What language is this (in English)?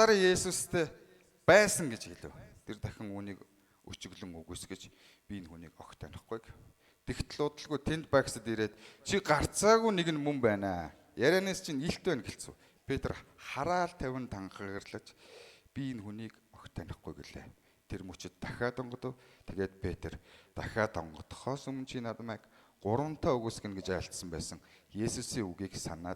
Mongolian